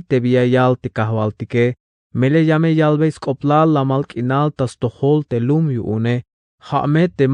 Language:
Tzeltal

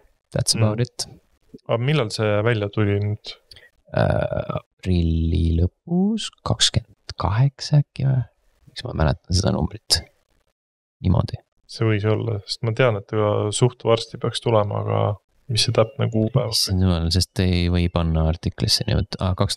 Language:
Estonian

